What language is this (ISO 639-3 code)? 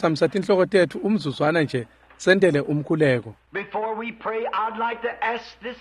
ssw